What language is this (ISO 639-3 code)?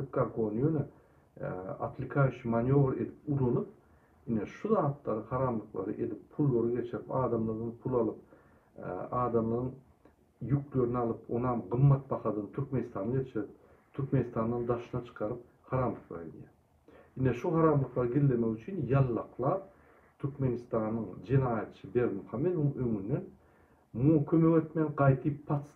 tuk